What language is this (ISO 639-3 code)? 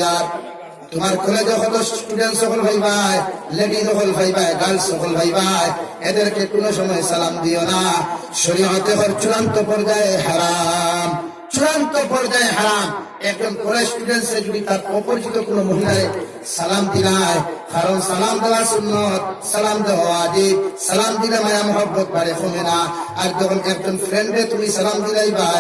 syl